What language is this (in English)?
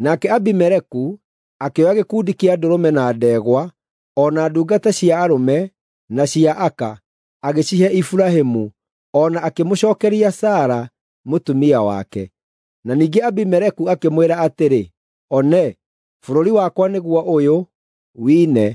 Kikuyu